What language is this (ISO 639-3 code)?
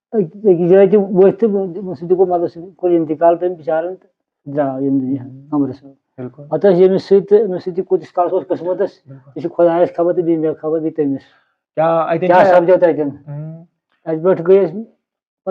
kas